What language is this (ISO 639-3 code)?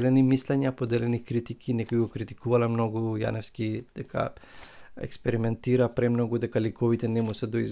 mkd